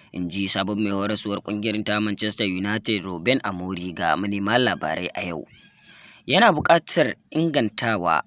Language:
Hausa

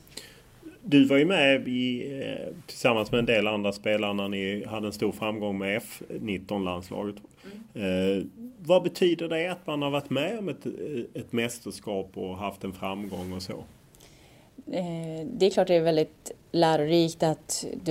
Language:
Swedish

